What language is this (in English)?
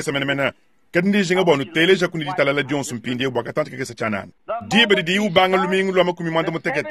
Luba-Lulua